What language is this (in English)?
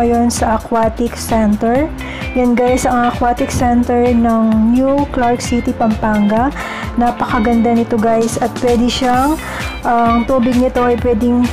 Filipino